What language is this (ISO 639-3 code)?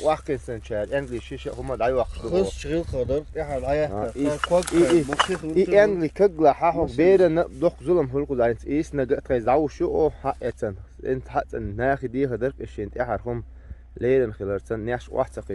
che